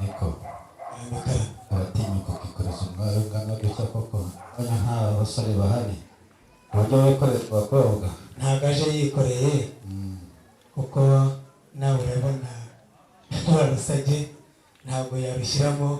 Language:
Kinyarwanda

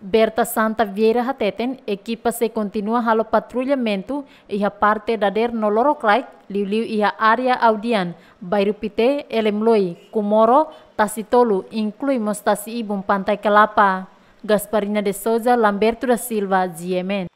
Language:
Tetum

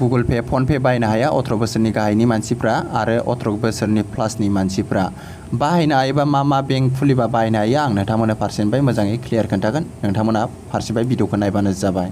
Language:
Bodo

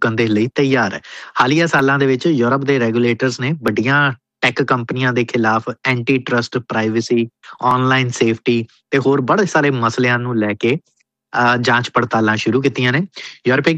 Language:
Punjabi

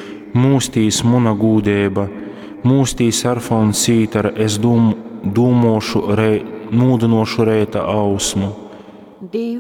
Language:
Latgalian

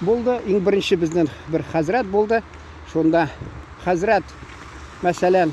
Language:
Tatar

